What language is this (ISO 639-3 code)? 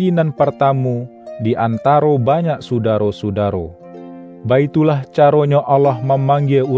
min